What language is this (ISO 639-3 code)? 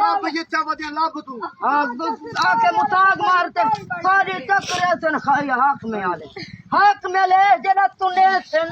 skr